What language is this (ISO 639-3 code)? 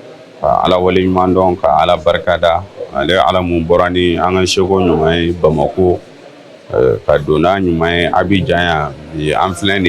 bam